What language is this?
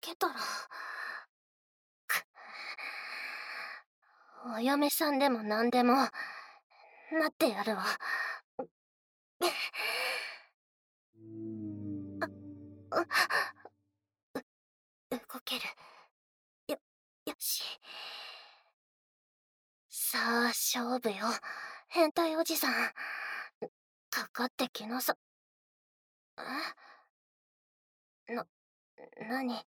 Japanese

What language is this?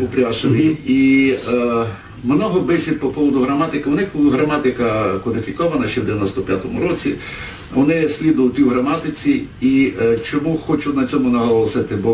Rusyn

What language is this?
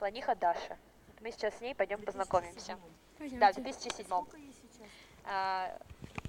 Russian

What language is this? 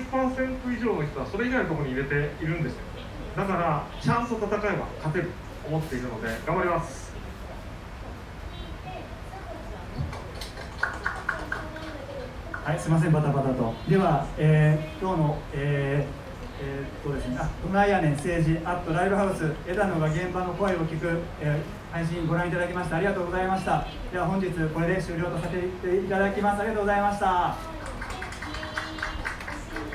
Japanese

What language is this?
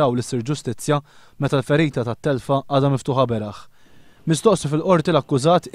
Maltese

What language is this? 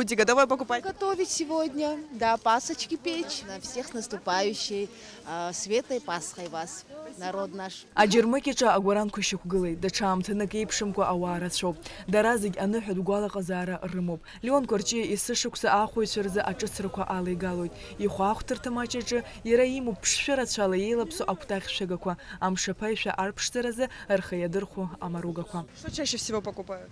Abkhazian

